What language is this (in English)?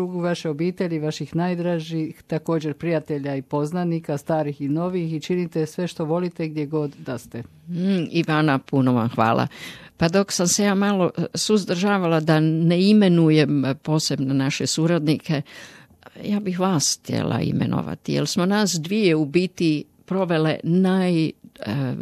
Croatian